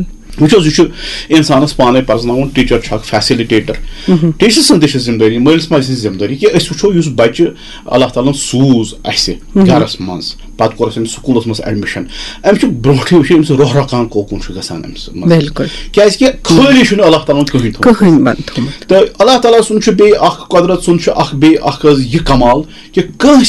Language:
Kashmiri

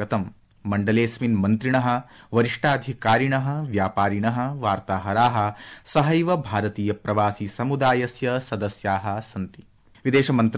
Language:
Sanskrit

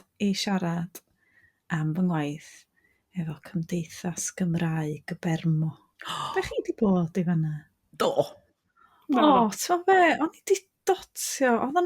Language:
Welsh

